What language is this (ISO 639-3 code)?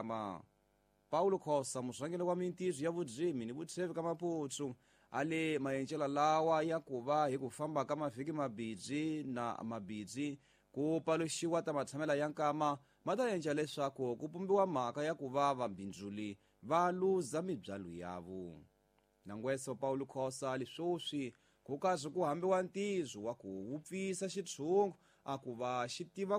tso